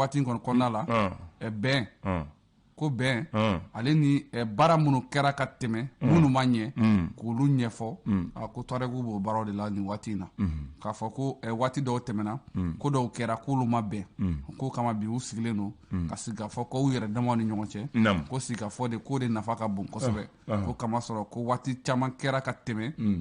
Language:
Bambara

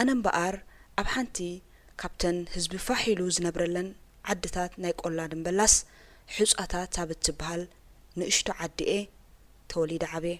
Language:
Tigrinya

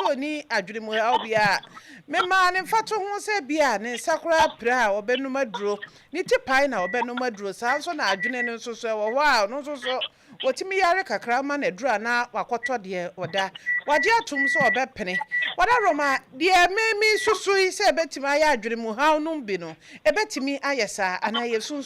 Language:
Akan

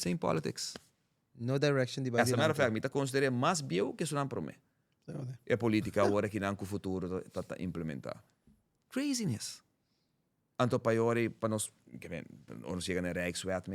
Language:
Papiamento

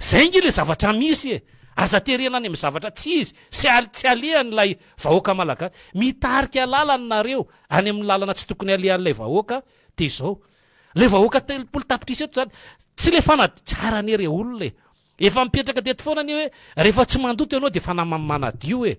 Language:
Malagasy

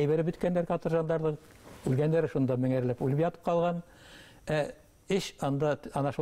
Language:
Bashkir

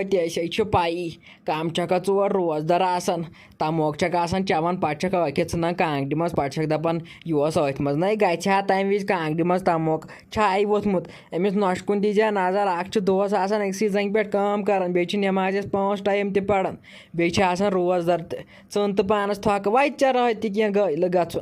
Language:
Kashmiri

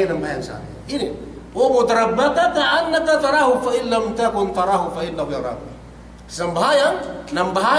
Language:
Yakan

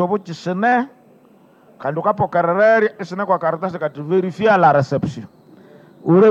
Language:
Nande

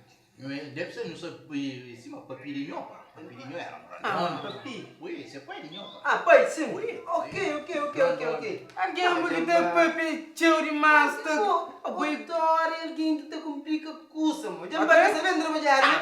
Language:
Kabuverdianu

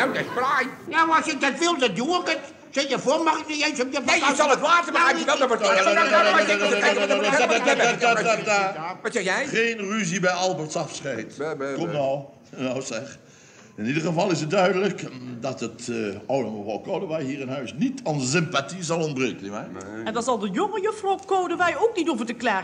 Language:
Dutch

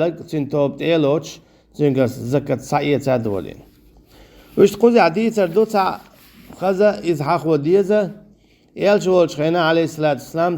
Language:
Chechen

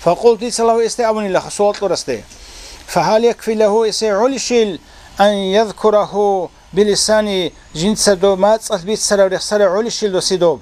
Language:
Avaric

